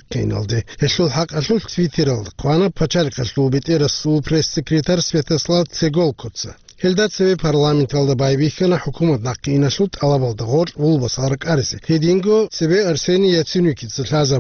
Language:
Avaric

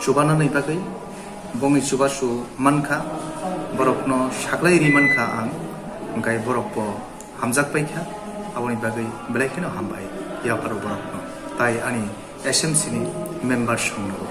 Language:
Kok Borok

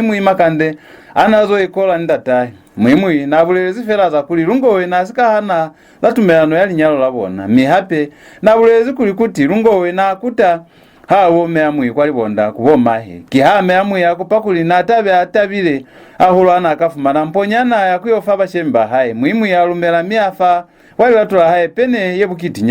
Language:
Lozi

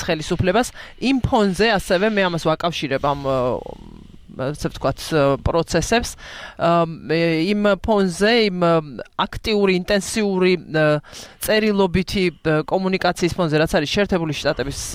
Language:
Georgian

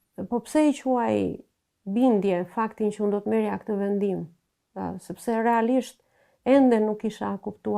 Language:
Albanian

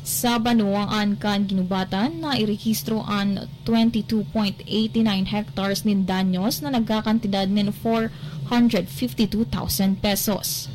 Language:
Bikol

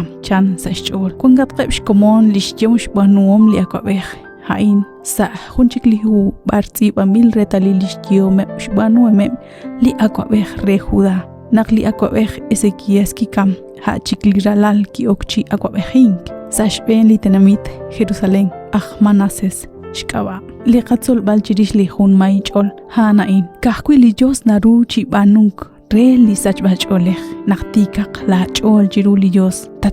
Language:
Kekchí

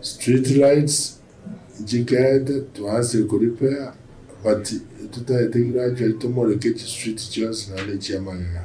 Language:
Gusii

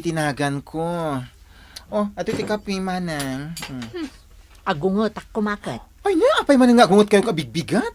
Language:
Iloko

